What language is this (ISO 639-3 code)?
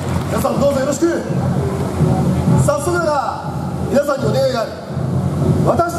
jpn